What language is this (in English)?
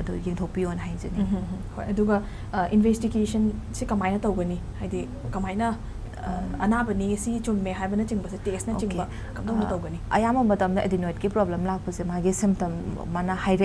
Manipuri